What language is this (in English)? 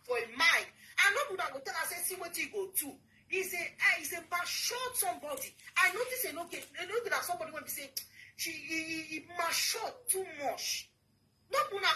Nigerian Pidgin